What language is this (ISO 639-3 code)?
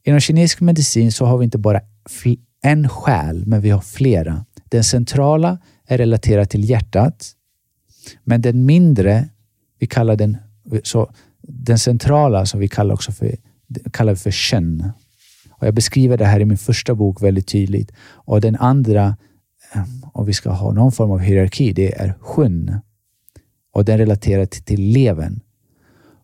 swe